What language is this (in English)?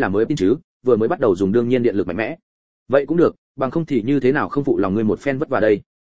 Vietnamese